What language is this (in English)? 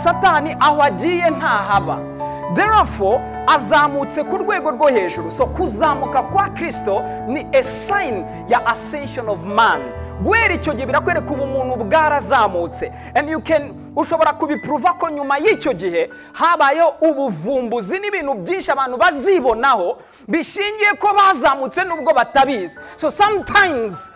Kinyarwanda